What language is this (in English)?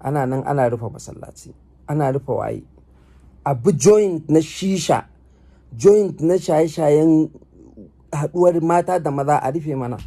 Hausa